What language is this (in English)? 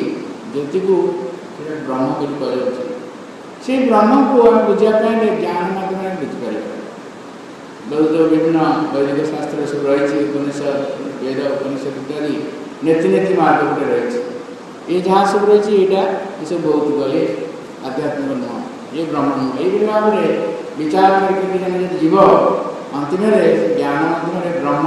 Odia